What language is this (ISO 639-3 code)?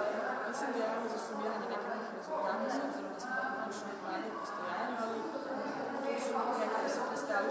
srp